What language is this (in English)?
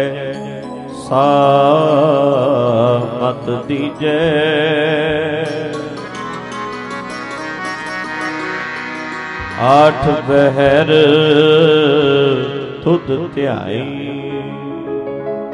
Punjabi